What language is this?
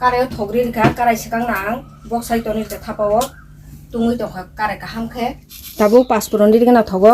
Kok Borok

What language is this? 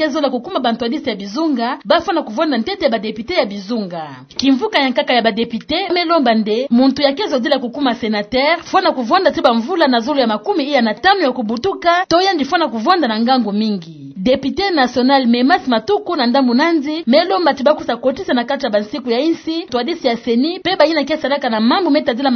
Kituba (Democratic Republic of Congo)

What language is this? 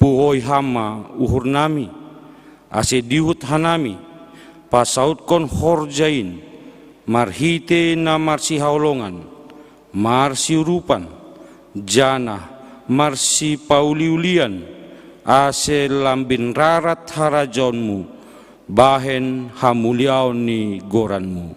Batak Simalungun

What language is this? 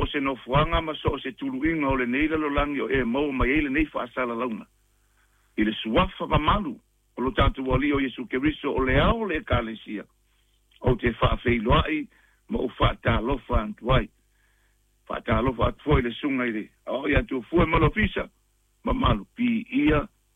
Samoan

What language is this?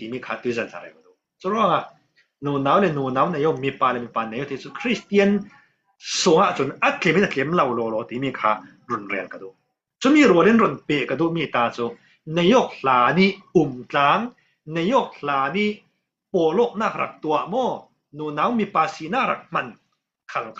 Falam Chin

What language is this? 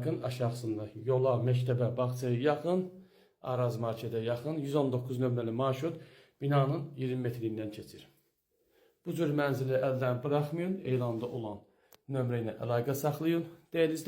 Azerbaijani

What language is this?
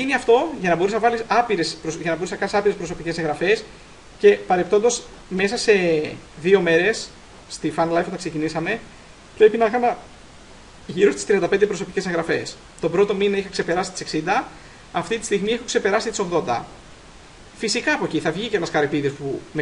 Greek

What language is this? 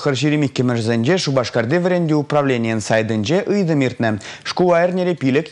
Chuvash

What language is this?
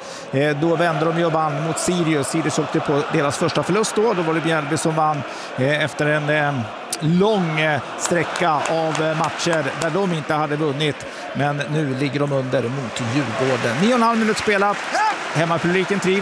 Swedish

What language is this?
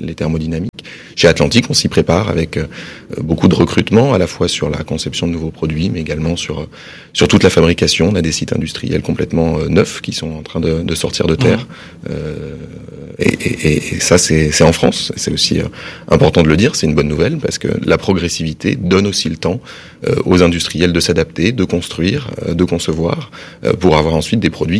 French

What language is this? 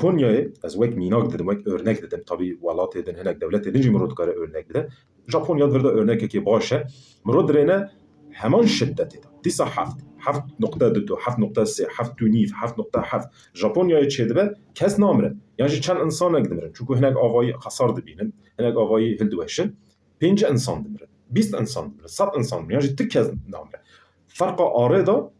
Kurdish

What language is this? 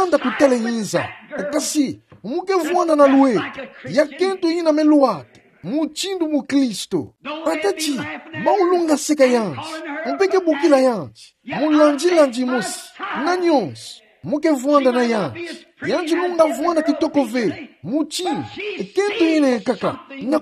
Kituba (Democratic Republic of Congo)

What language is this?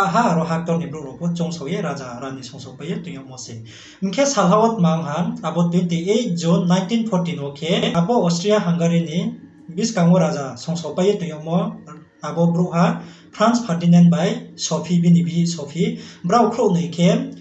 Riang (India)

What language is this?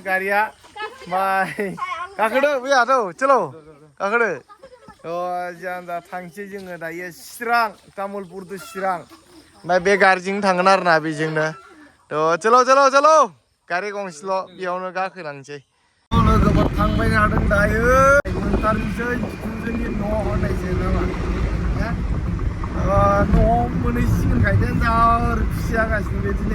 Bodo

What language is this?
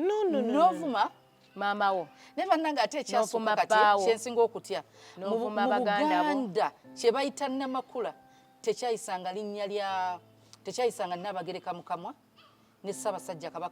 Ganda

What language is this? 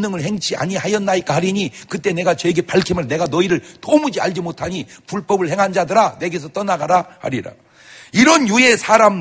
Korean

